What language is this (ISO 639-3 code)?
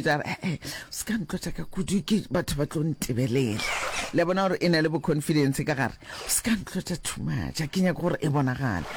nso